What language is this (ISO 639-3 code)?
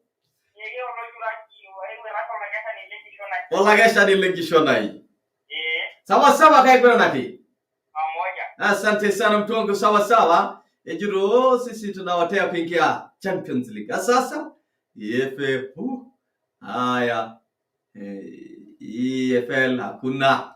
mas